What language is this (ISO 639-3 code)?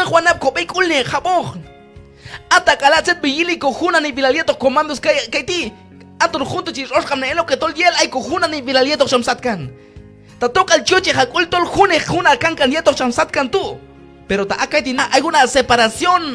kjb